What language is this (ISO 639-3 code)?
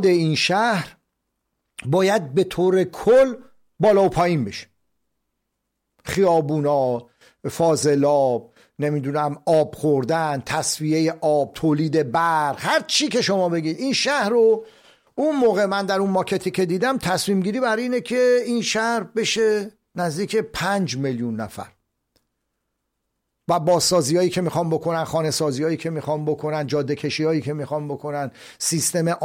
fas